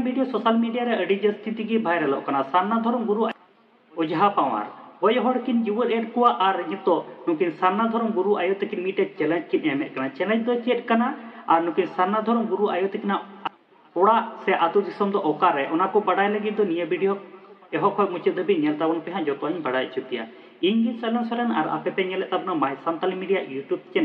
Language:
Santali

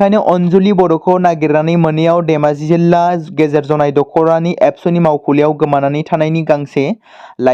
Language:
Bodo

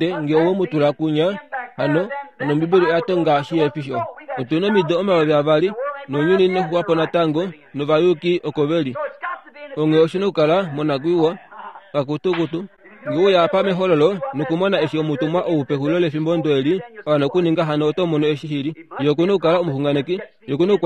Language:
Kuanyama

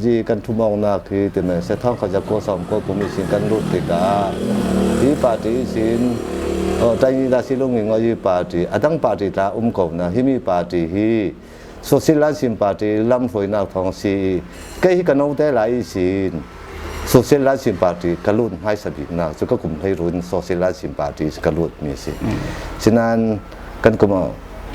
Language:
Falam Chin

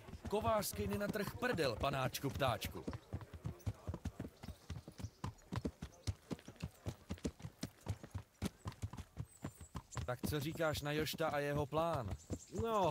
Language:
Czech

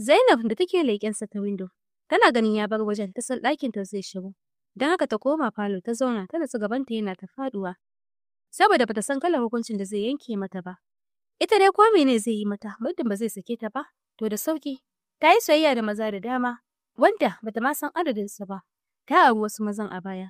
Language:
Hausa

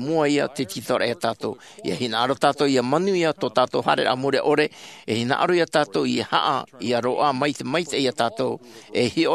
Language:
Tahitian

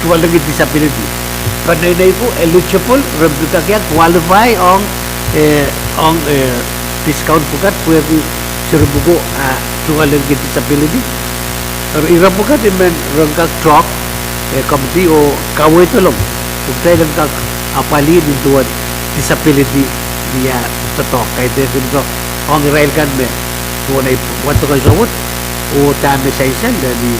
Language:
Pohnpeian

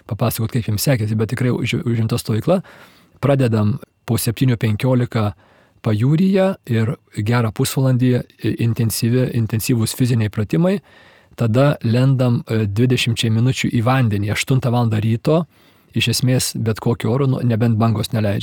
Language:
Lithuanian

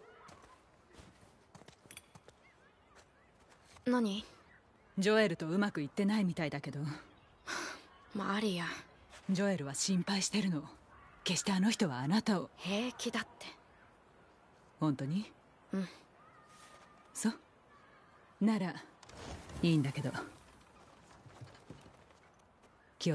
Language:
Japanese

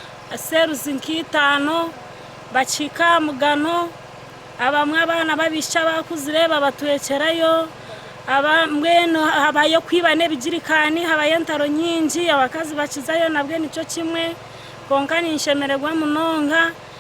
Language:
Nyankole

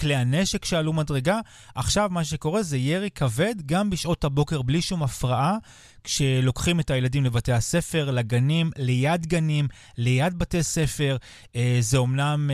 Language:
Hebrew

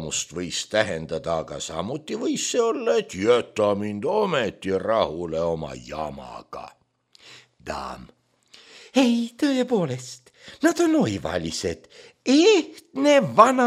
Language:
Estonian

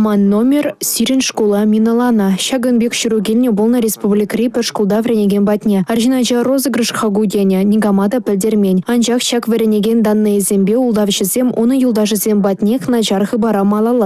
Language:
Chuvash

